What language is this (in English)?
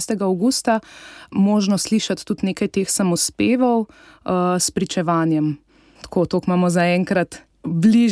Slovenian